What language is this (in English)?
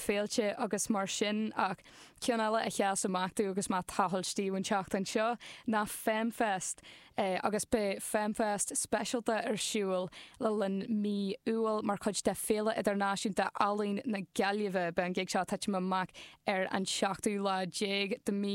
Irish